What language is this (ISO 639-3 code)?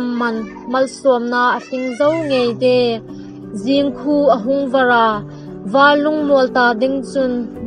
hmr